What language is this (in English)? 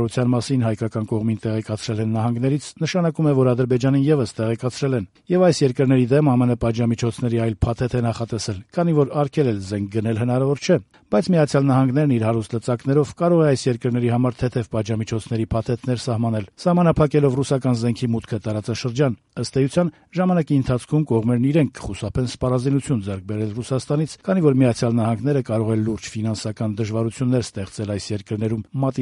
Armenian